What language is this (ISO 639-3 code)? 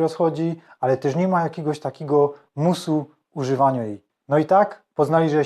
szl